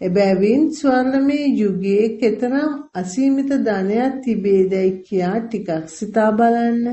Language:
Sinhala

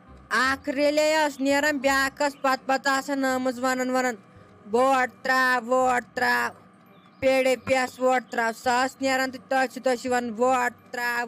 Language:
Kashmiri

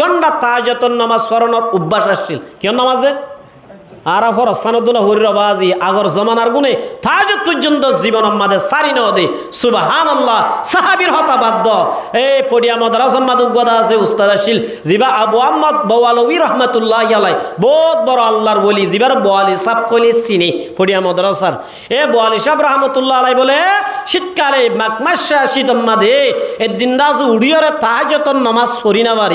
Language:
Rohingya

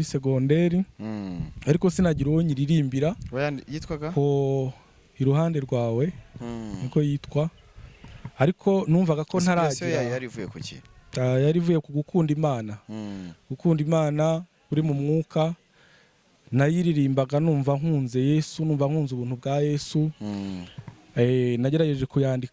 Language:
Kinyarwanda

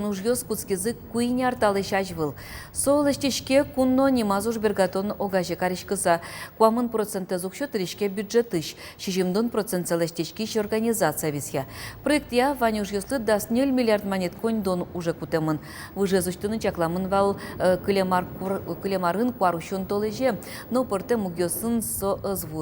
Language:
Udmurt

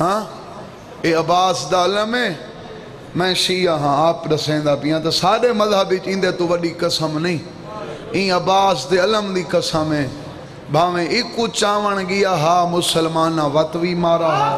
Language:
Saraiki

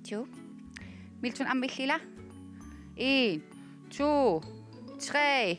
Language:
Kalaallisut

